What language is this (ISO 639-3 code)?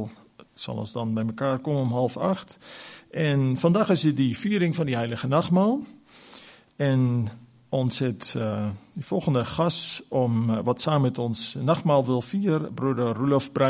afr